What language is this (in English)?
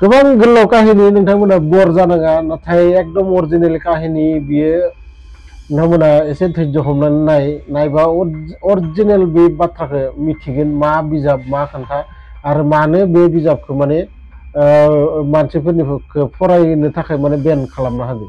Bodo